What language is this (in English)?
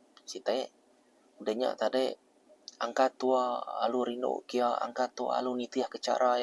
Iban